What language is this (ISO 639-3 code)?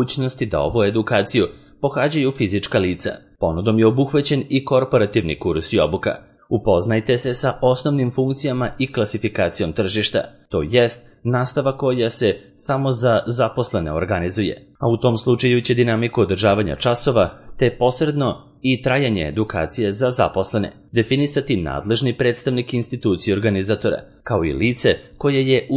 srp